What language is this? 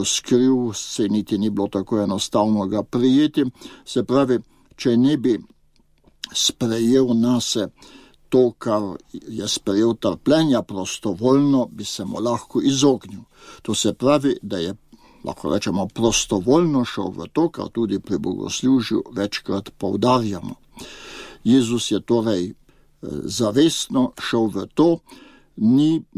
Slovenian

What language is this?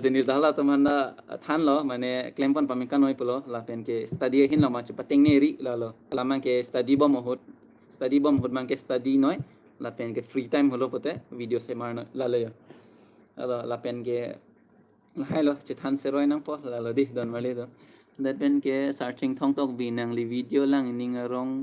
Karbi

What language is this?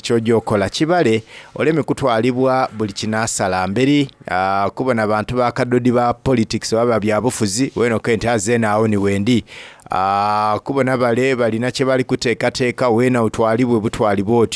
Soga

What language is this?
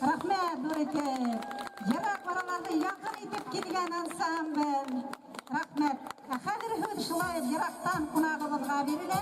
Bashkir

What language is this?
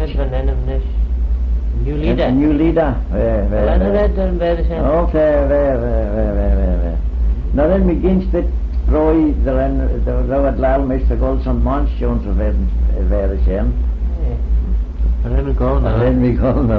Manx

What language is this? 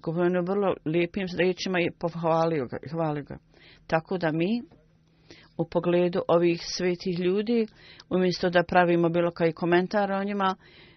Bosnian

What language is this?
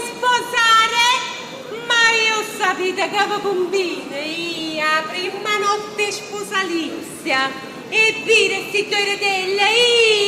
Neapolitan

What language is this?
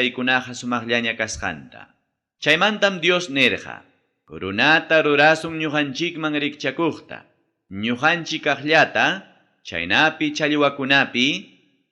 Ayacucho Quechua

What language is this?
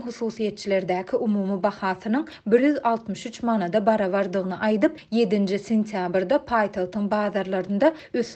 Turkmen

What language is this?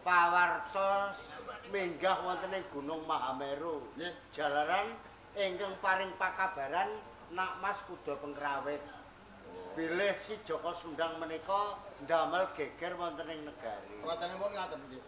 Javanese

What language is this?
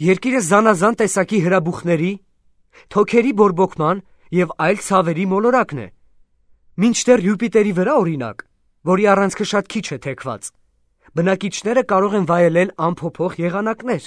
Armenian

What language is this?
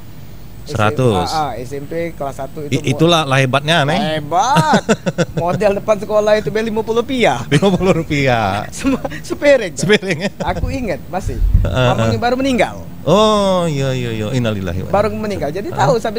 Musi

